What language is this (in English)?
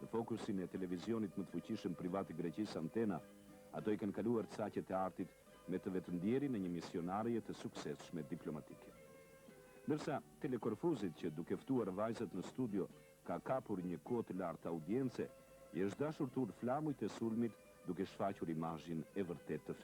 Albanian